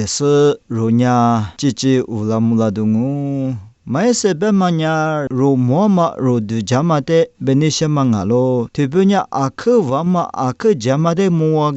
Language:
Lisu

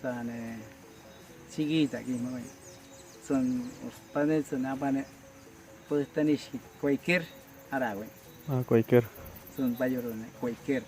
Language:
Awa-Cuaiquer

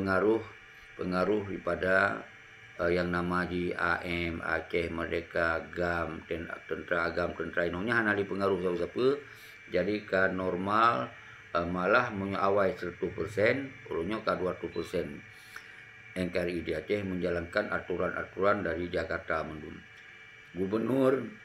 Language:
Achinese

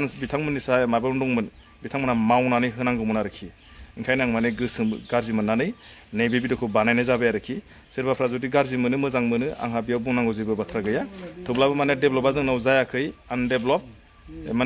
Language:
Bodo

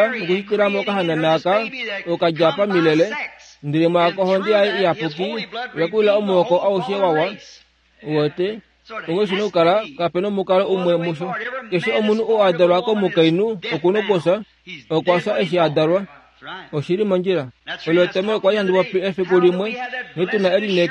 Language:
Kuanyama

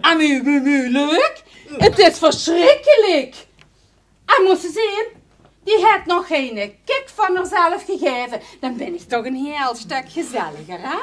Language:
Limburgish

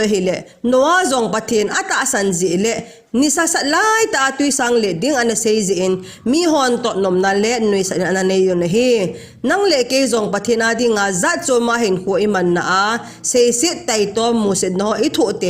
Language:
Thado Chin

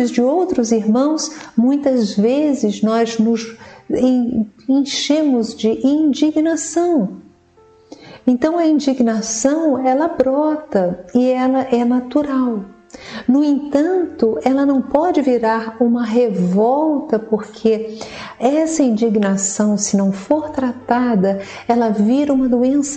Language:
Portuguese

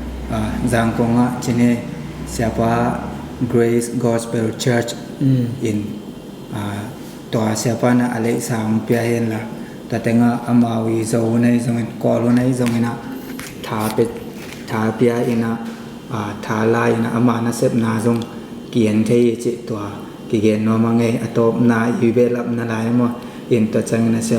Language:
Tedim Chin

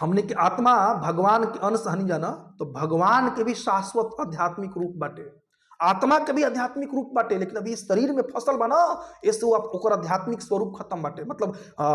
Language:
Bhojpuri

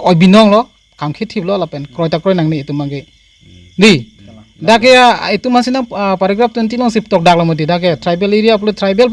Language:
Karbi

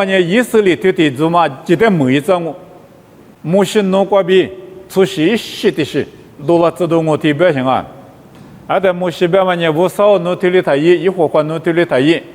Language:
Lisu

